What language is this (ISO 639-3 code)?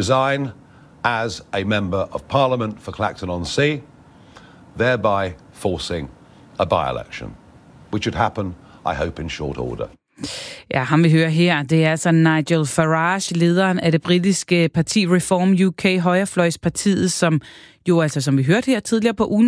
dan